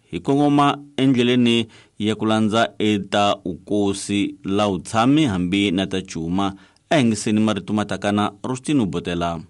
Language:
Tsonga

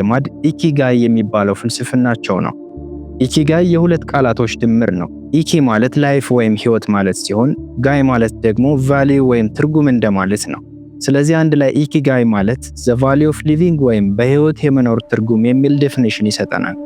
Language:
Amharic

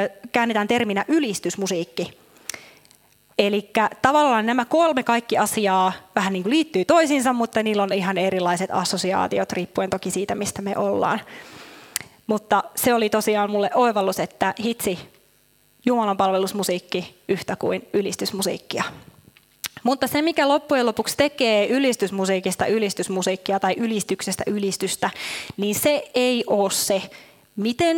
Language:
Finnish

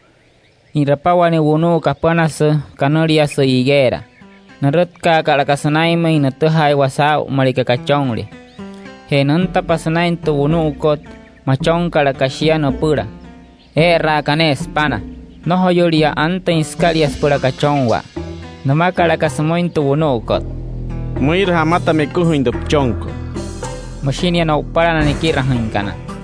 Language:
Wayuu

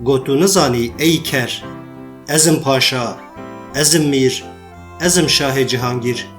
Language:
Kurdish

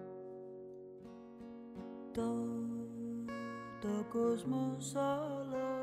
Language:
Greek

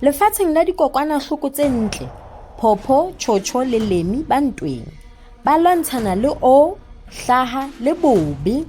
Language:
Southern Sotho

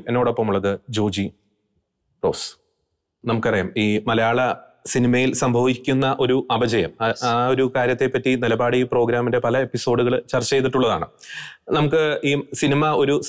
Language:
Malayalam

